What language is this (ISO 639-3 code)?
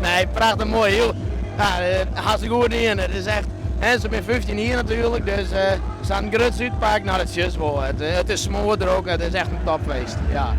fry